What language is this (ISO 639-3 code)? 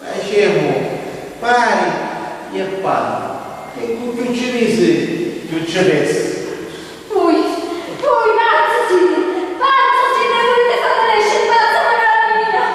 scn